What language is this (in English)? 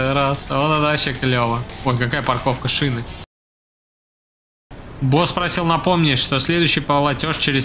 Russian